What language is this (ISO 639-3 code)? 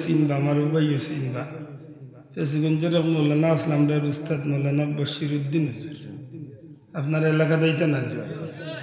syl